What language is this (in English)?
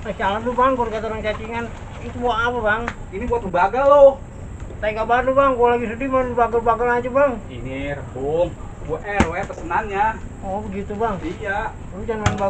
Betawi